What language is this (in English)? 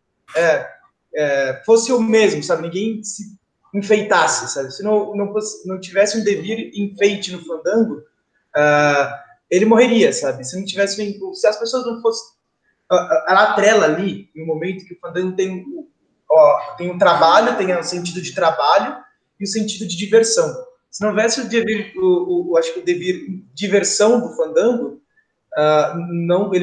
Portuguese